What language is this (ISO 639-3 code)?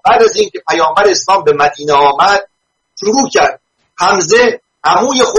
fas